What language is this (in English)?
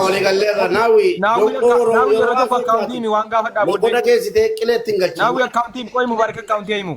Oromo